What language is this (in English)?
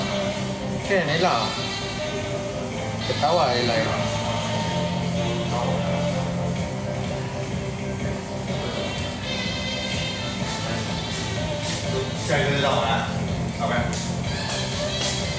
Malay